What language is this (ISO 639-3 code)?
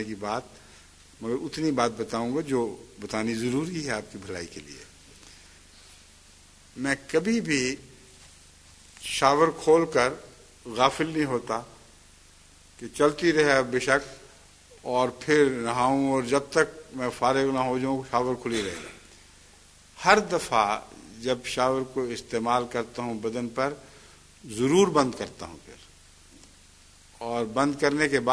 urd